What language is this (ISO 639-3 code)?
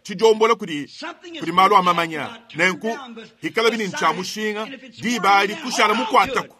lua